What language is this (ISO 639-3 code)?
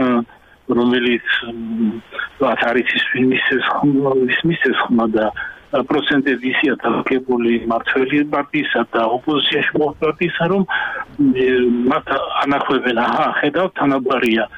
kat